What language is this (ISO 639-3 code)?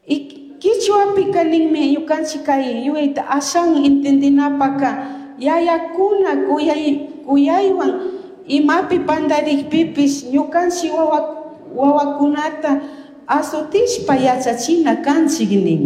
qug